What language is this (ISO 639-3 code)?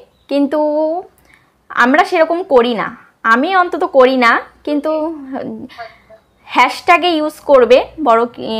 ben